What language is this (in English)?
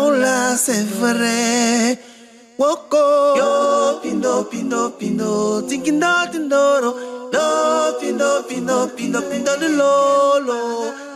Basaa